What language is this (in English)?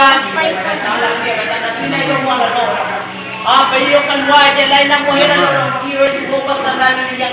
Minangkabau